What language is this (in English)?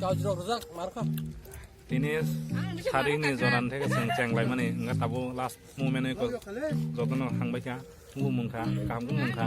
Kok Borok